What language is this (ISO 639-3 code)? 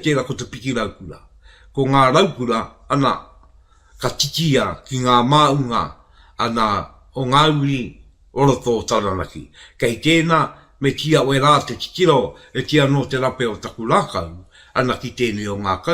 mri